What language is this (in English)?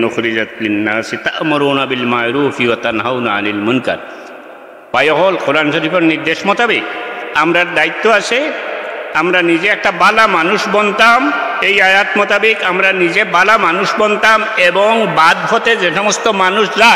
Sylheti